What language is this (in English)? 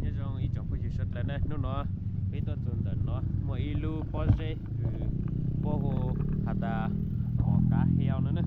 Hmong